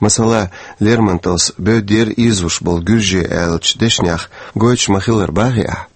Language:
Chechen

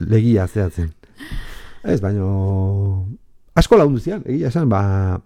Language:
Basque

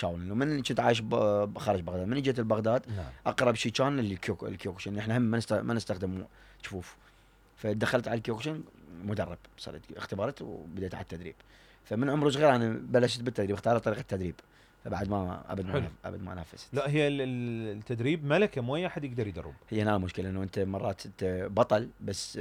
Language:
Mesopotamian Arabic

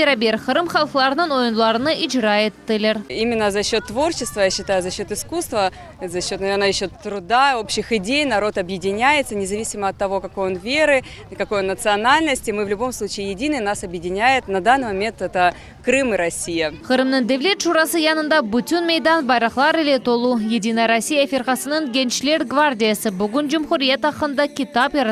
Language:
Crimean Tatar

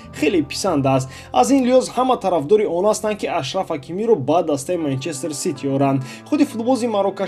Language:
Tajik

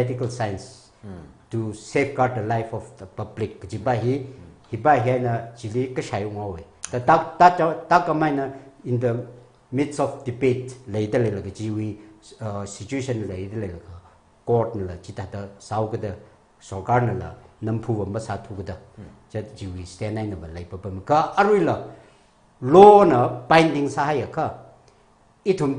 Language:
Tangkhul Naga (India)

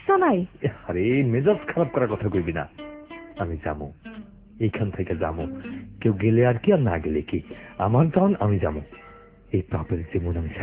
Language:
Bangla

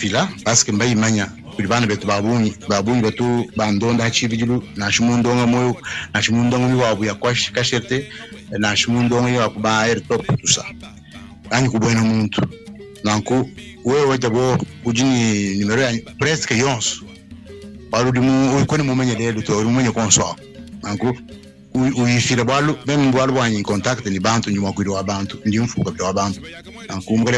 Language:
Luba-Lulua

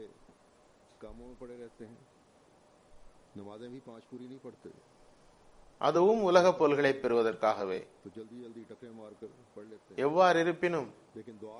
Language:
Tamil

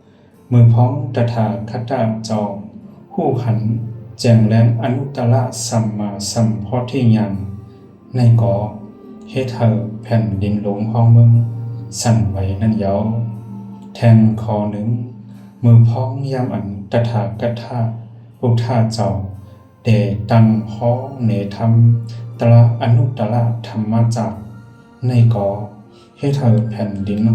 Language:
Shan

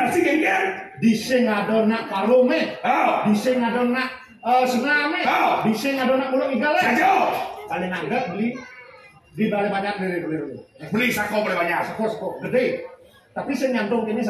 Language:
Balinese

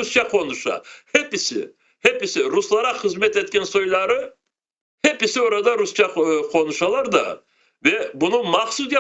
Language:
Crimean Tatar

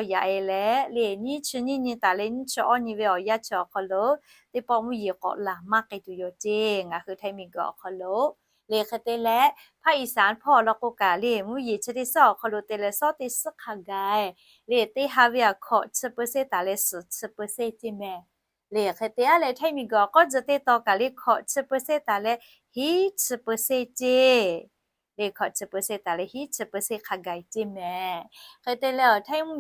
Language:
Lahu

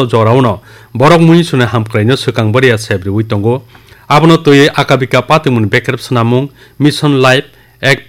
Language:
Kok Borok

